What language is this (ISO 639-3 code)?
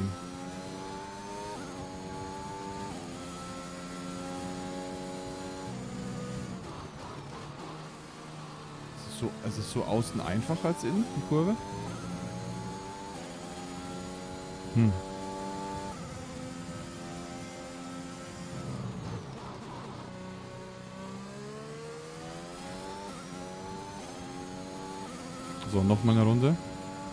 deu